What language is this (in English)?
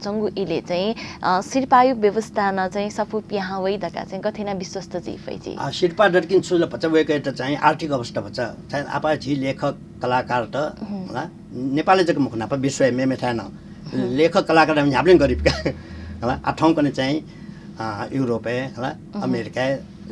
Newari